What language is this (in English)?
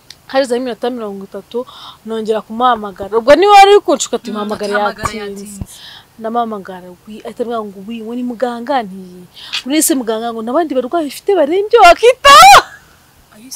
Kinyarwanda